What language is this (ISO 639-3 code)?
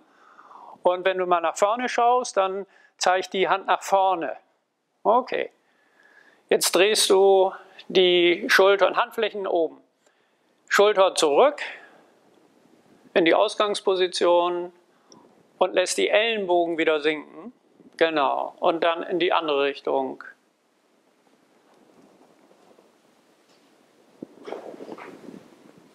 deu